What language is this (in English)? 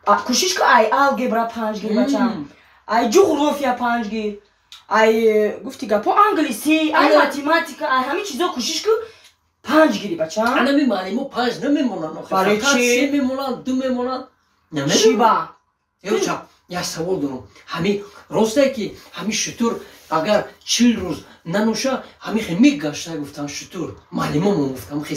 Tajik